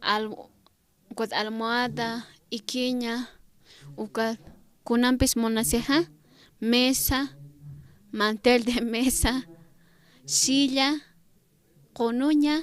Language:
Aymara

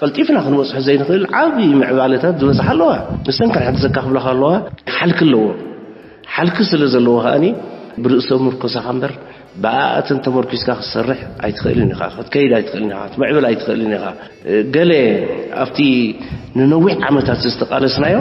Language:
Tigrinya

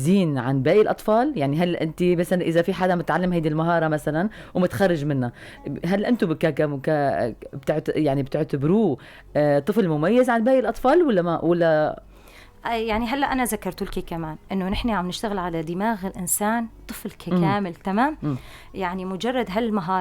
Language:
North Levantine Arabic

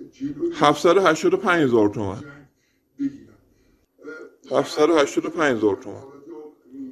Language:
Persian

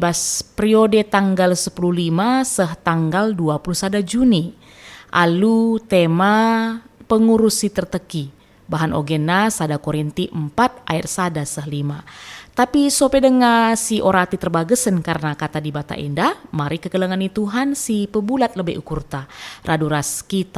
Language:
Batak Karo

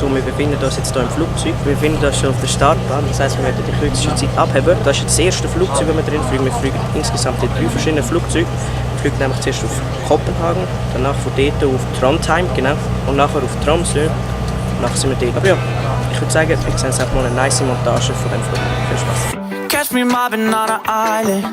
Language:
Swiss German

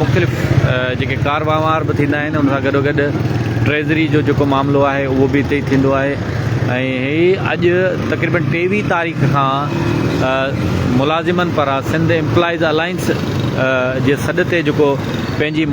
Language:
Sindhi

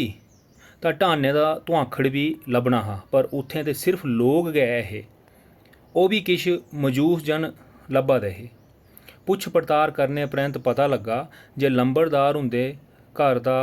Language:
Dogri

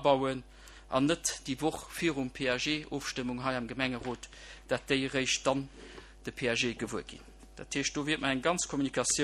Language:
Luxembourgish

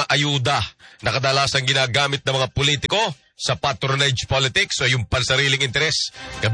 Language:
Filipino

